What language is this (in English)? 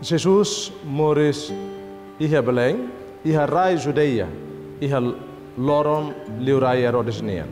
Tetum